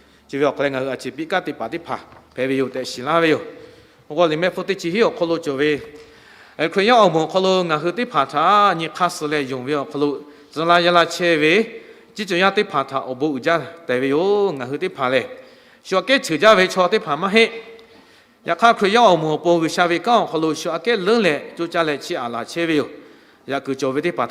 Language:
Lahu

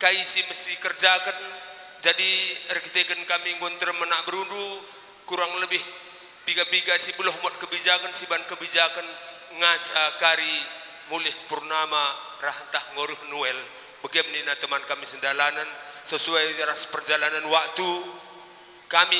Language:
Batak Karo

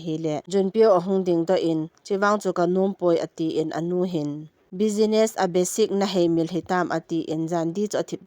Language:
Thado Chin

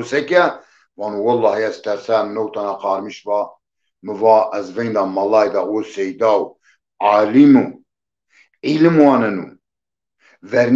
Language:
Zaza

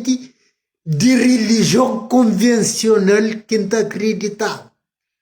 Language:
Kabuverdianu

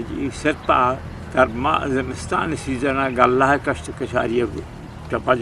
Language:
Eastern Balochi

